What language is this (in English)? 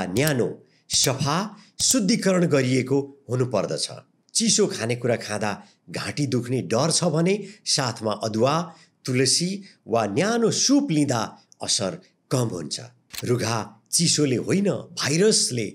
Nepali